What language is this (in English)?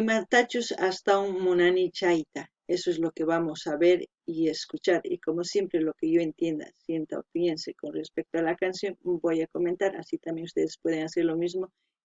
South Bolivian Quechua